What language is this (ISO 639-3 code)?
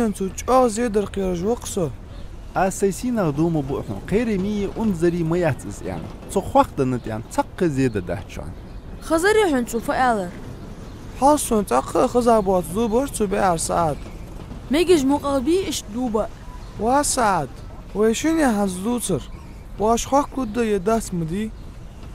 inh